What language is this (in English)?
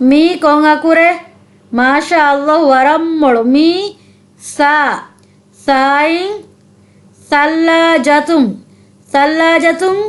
Divehi